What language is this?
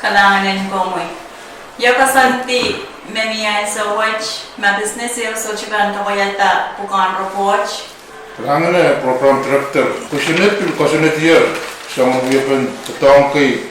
Pohnpeian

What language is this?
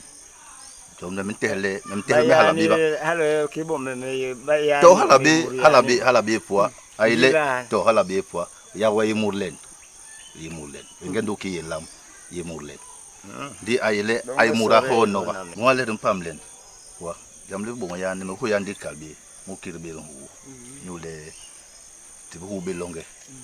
Basaa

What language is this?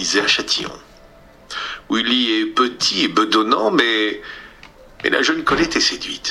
French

